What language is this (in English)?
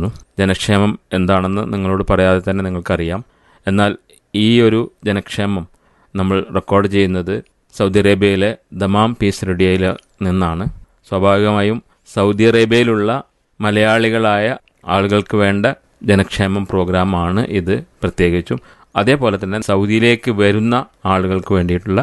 Malayalam